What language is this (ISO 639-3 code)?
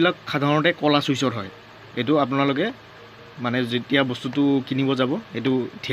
asm